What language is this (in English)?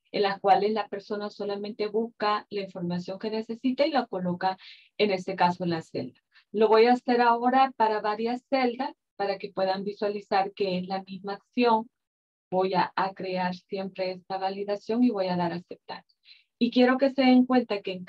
Spanish